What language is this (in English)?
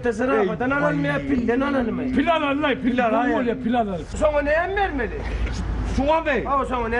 Turkmen